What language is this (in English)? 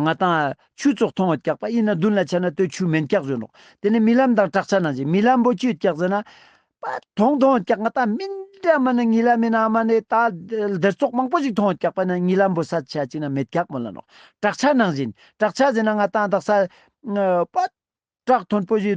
Ladakhi